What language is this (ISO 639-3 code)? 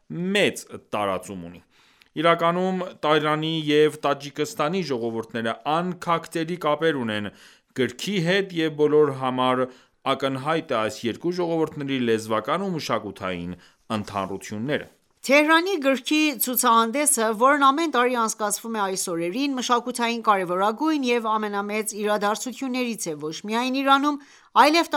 hye